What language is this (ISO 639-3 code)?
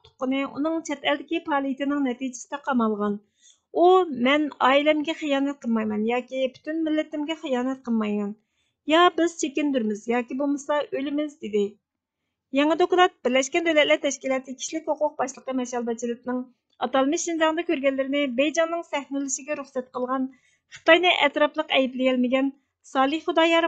uig